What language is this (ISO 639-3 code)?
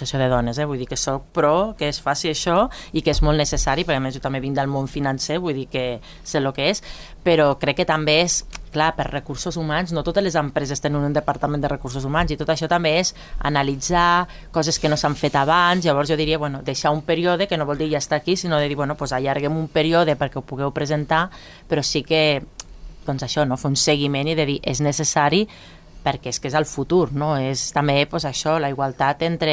cat